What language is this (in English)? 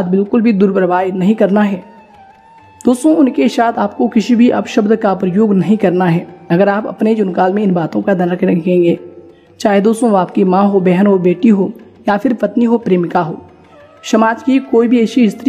Hindi